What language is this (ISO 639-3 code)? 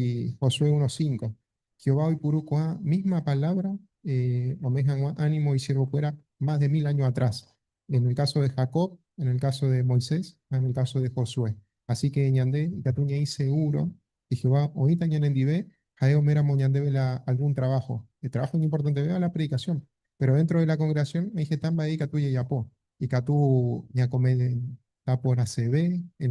grn